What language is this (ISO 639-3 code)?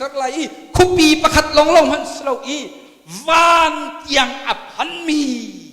cnh